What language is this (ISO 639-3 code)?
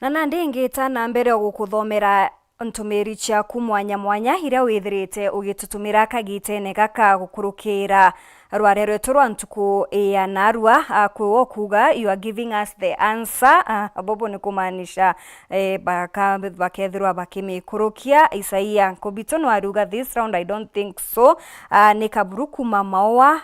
mer